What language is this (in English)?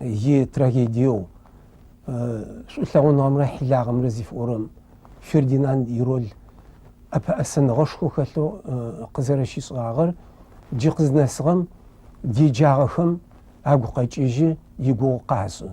Adyghe